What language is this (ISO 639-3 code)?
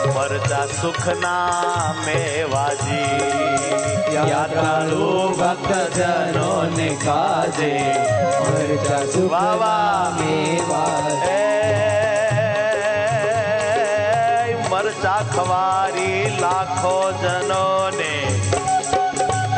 guj